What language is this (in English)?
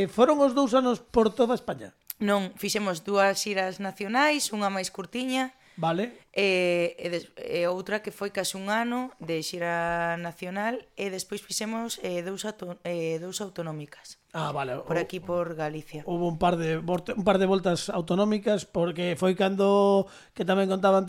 Galician